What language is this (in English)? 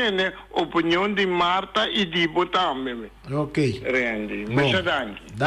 Papiamento